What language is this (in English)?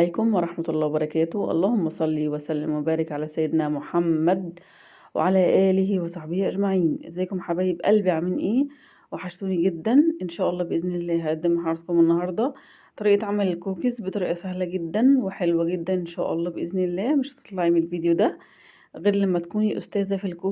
Egyptian Arabic